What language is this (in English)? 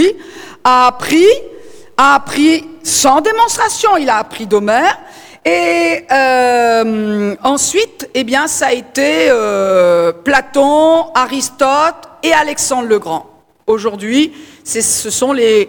French